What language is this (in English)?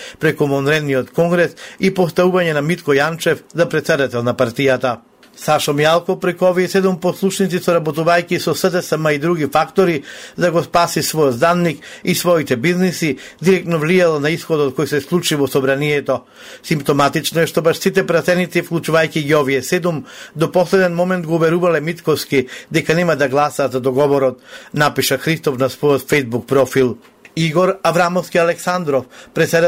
Macedonian